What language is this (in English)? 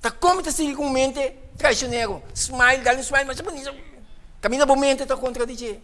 Papiamento